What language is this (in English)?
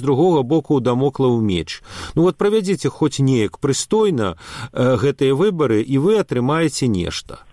Belarusian